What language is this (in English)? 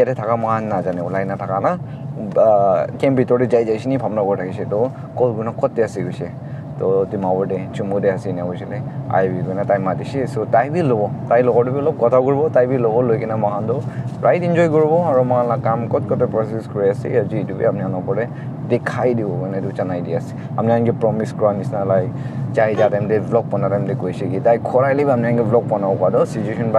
Naga Pidgin